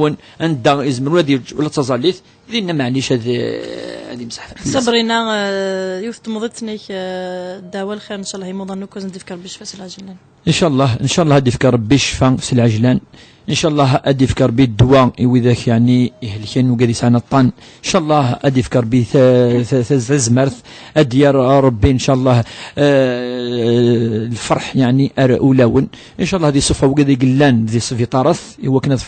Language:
Kabyle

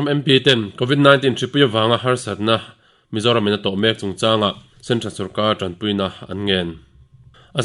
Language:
Mizo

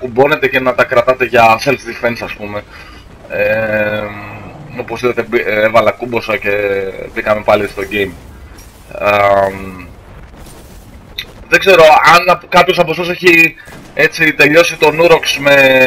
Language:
Greek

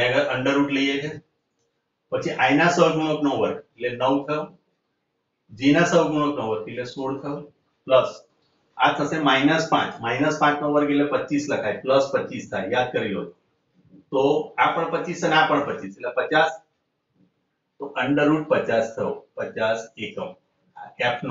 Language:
Gujarati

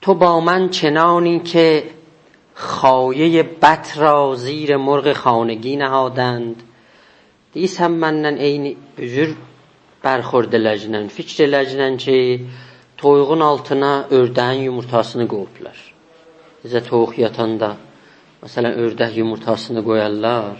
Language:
South Azerbaijani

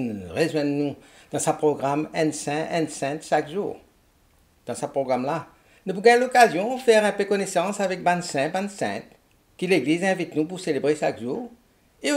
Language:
Morisyen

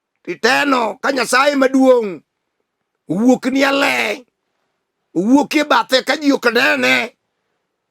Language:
Luo (Kenya and Tanzania)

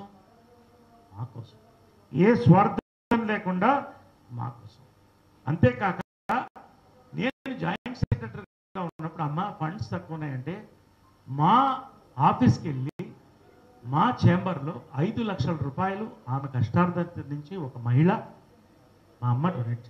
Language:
Telugu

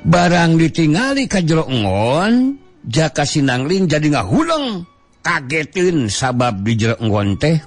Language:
Sundanese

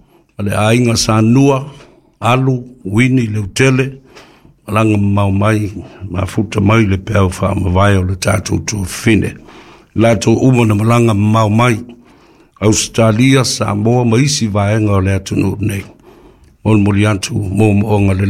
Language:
Samoan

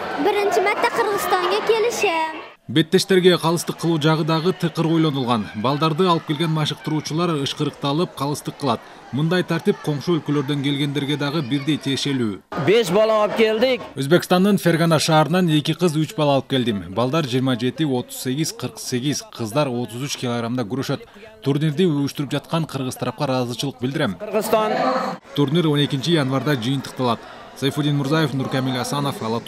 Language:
Kyrgyz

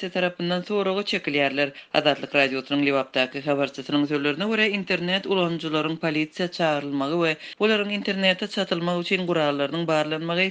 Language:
Turkmen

